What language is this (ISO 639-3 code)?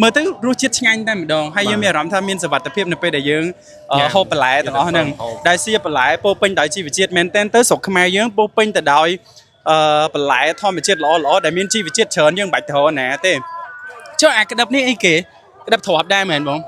khm